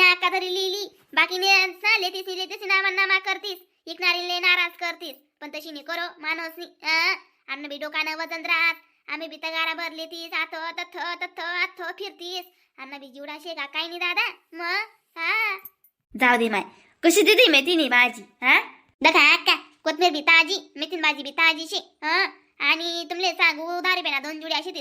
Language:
Khandesi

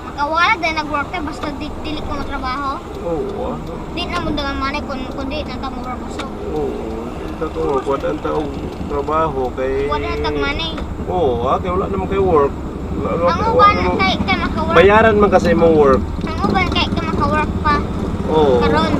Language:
Cebuano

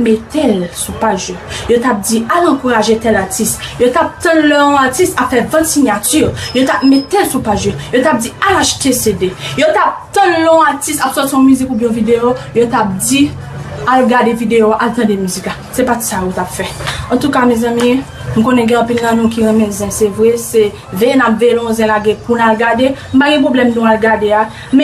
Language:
Haitian Creole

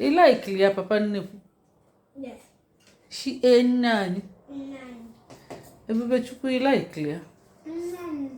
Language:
Igbo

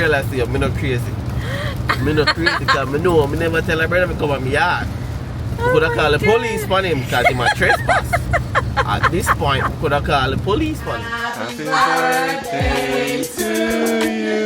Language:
Jamaican Creole English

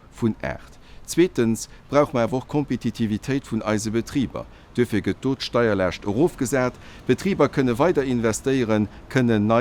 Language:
Luxembourgish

